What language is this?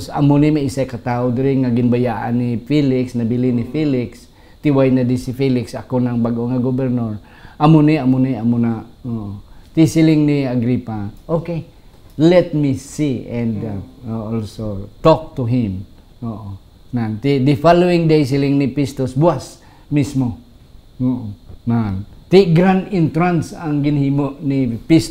Hiligaynon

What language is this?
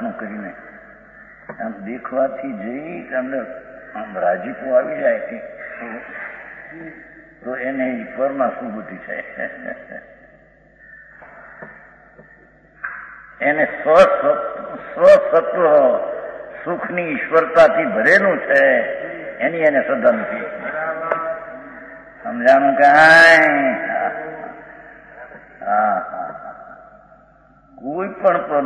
Gujarati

